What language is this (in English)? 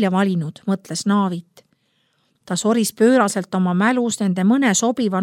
Estonian